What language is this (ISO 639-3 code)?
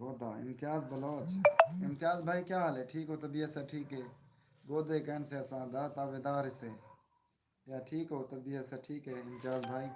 skr